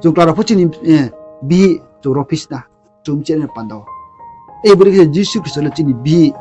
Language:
Riang (India)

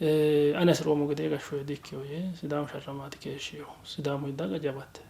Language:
Sidamo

